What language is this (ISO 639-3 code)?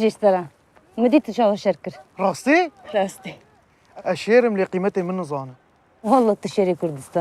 kur